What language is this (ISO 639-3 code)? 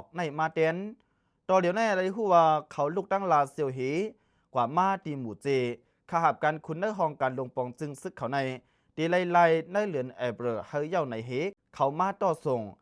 lao